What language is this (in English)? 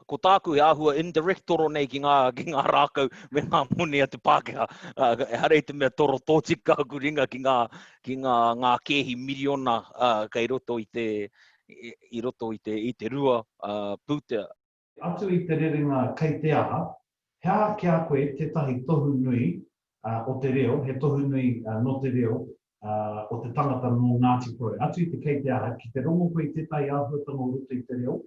Māori